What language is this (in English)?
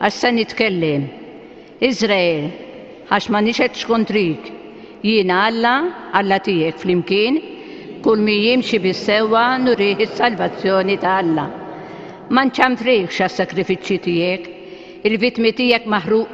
Maltese